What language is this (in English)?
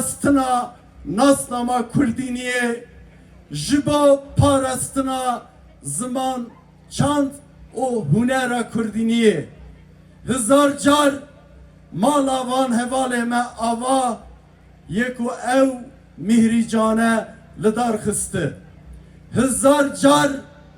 Kurdish